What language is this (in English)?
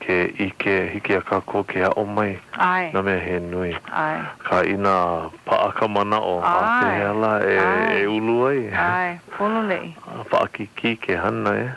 Hawaiian